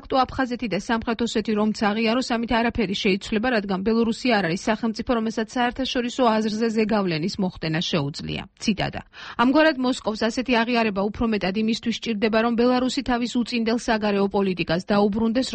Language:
Georgian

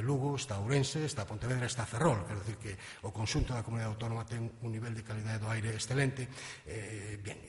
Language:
Galician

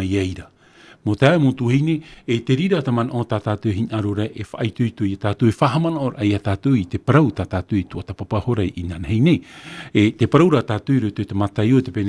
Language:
Tahitian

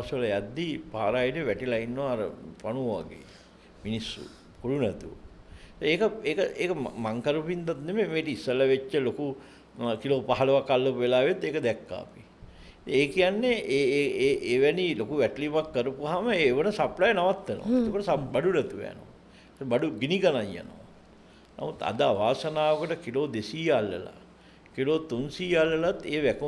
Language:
Sinhala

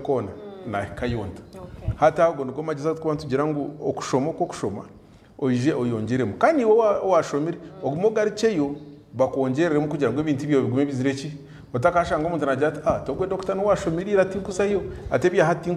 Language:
Nyankole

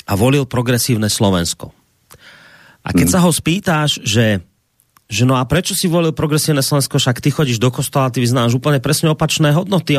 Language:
Slovak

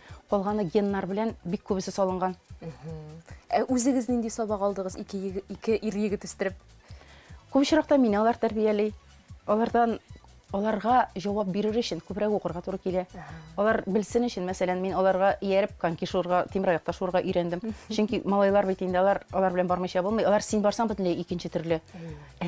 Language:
Tatar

